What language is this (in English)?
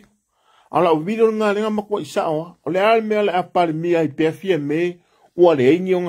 Samoan